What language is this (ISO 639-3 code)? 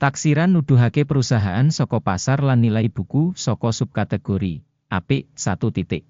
jav